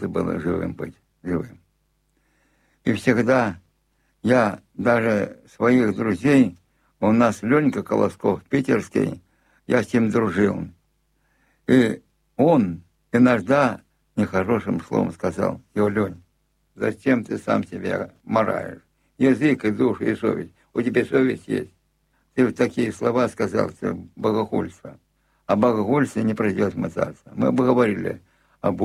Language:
Russian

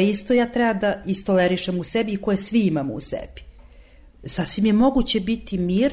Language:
Serbian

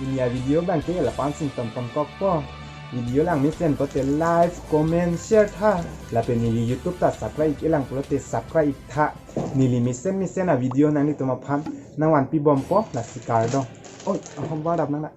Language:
Karbi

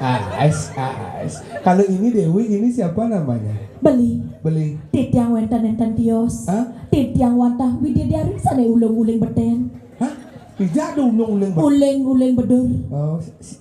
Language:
Balinese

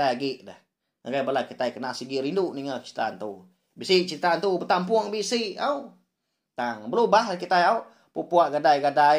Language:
Iban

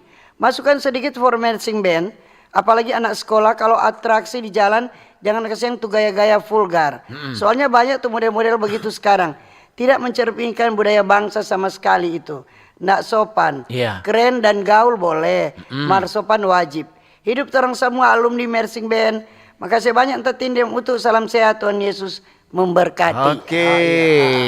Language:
Manado Malay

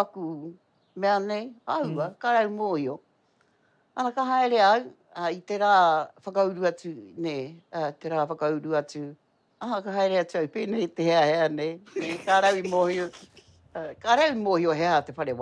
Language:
Māori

